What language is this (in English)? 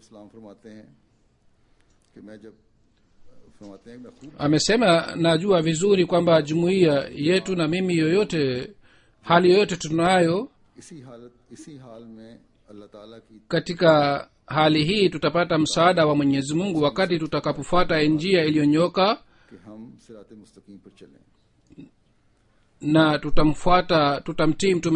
Swahili